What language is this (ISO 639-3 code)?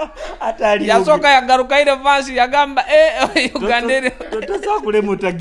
nyo